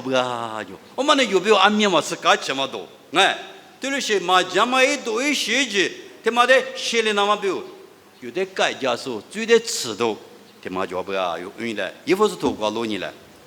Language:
Lisu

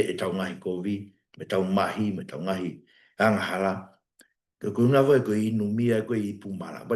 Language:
Tongan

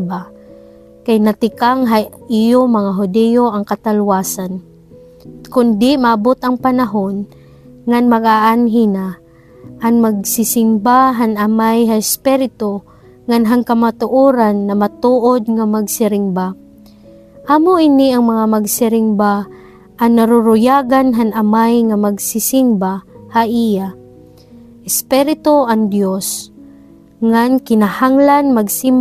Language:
Waray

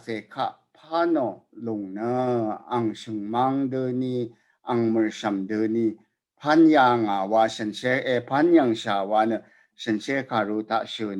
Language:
Rawang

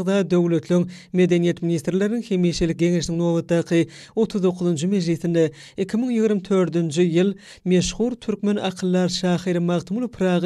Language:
Turkmen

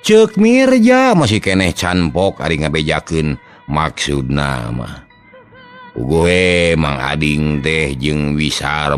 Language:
Sundanese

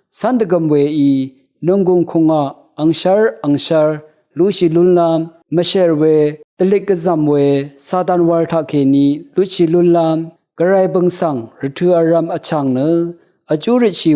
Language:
Rawang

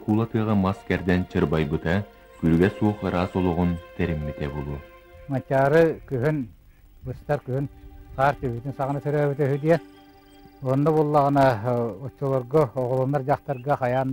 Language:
Yakut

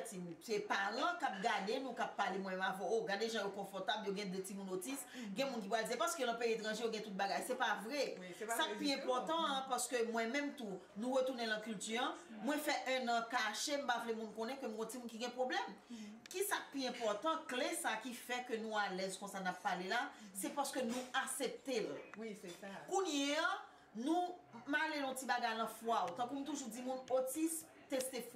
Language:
Haitian Creole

